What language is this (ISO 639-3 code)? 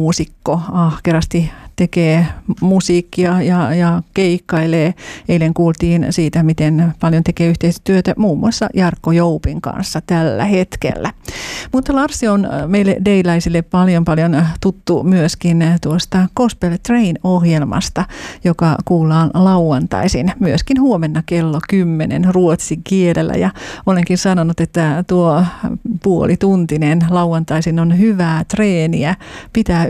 fin